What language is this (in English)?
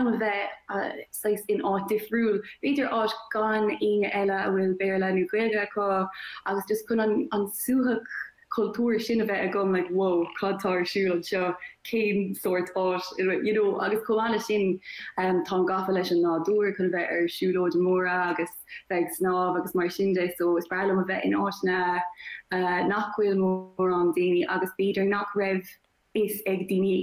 Irish